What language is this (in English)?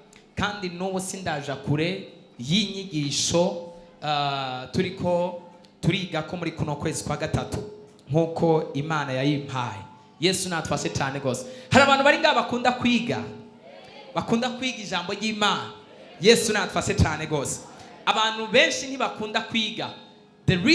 Rundi